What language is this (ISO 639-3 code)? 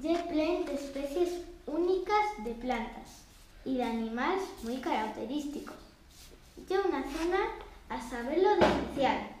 arg